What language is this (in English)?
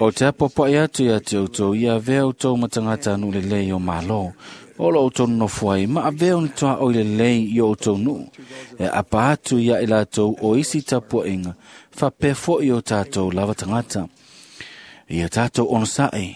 Samoan